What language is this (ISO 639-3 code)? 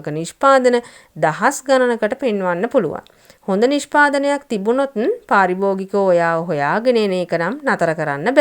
sin